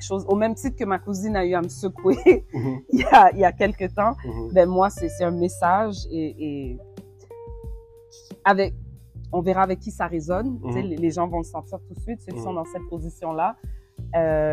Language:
French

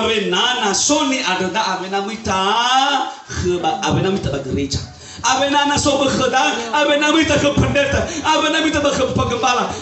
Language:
Nias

